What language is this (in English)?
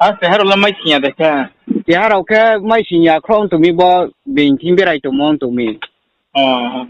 Riang (India)